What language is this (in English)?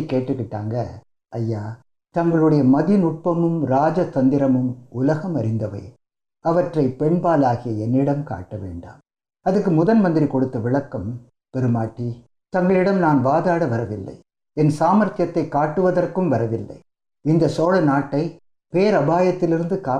Tamil